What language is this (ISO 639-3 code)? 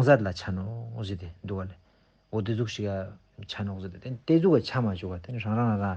lbj